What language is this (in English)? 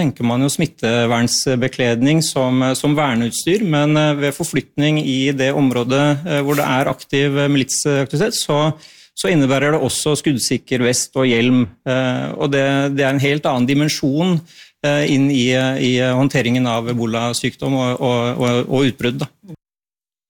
Norwegian